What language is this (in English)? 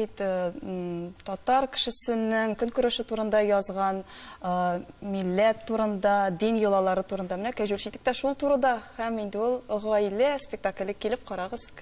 Tatar